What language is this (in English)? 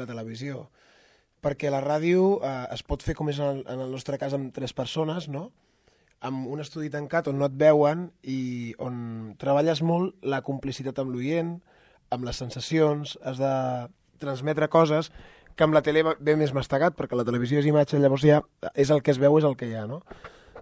Catalan